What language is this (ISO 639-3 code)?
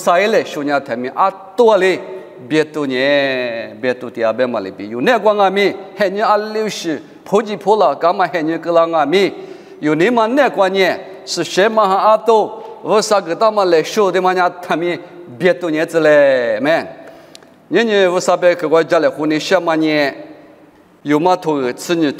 lis